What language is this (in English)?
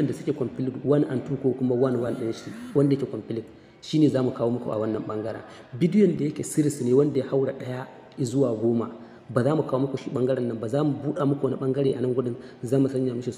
Hausa